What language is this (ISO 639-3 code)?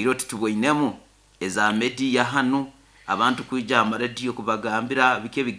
nyo